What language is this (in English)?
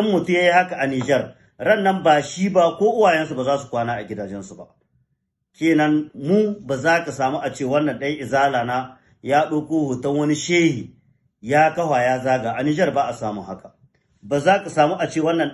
Hausa